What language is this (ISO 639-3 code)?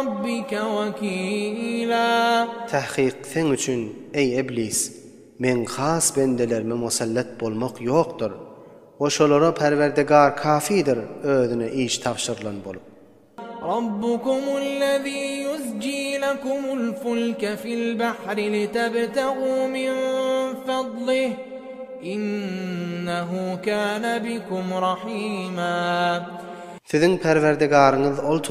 tuk